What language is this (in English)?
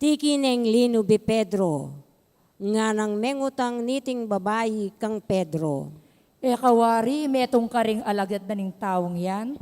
Pampanga